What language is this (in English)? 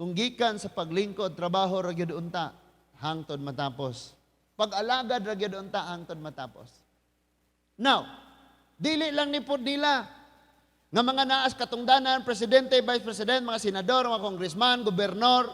Cebuano